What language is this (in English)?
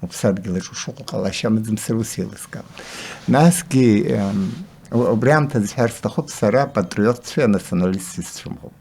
Abkhazian